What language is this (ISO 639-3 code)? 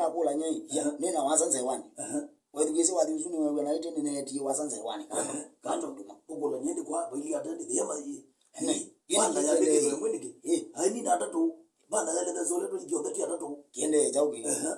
kam